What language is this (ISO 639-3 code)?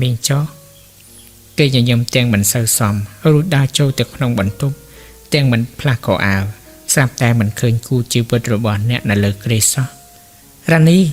khm